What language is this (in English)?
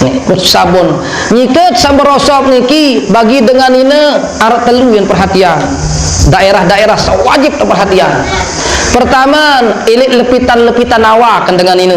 Sasak